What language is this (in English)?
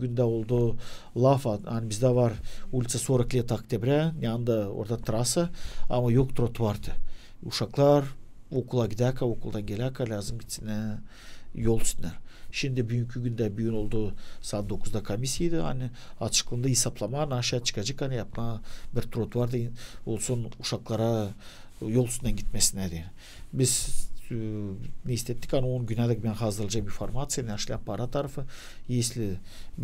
Gagauz